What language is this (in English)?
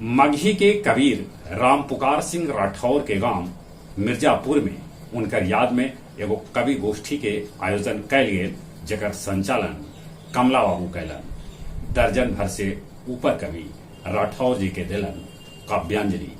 Magahi